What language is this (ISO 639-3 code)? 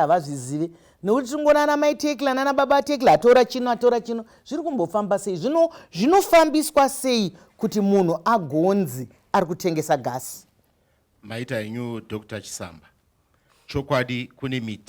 sna